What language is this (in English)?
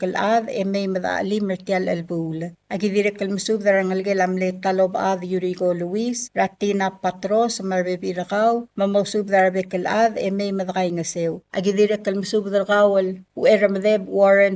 Palauan